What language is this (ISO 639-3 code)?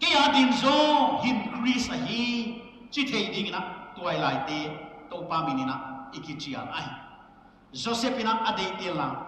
pck